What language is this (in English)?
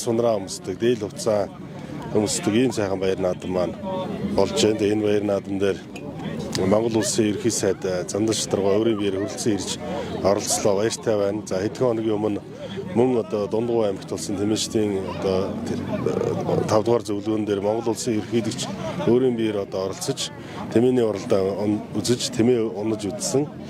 Mongolian